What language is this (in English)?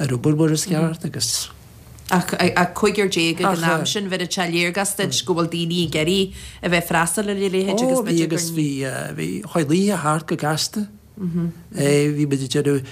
Irish